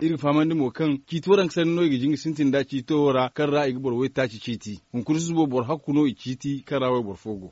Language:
Zarma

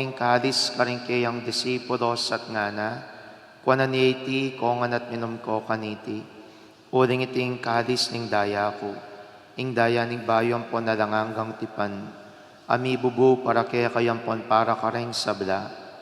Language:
Pampanga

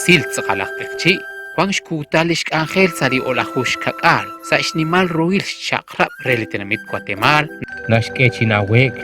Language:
Kekchí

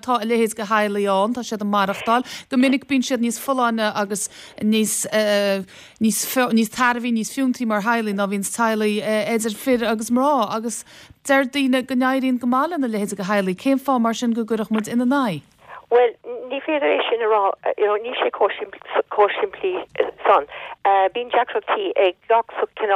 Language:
Irish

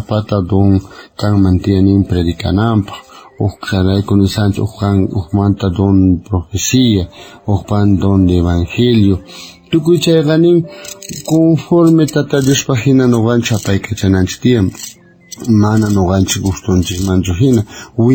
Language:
South Bolivian Quechua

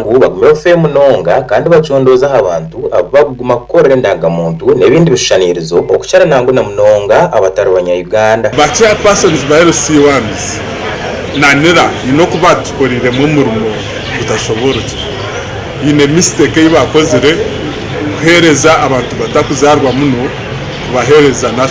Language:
Nyankole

